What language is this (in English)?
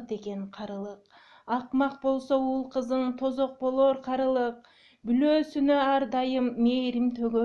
Kyrgyz